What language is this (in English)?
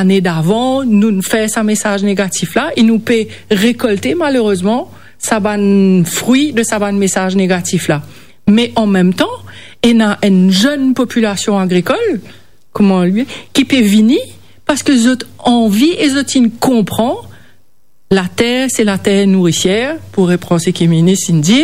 Morisyen